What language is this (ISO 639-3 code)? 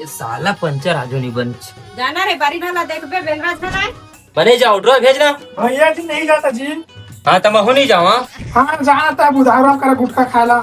hne